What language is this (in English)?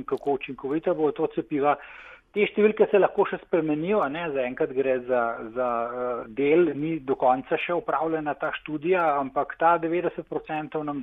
Slovenian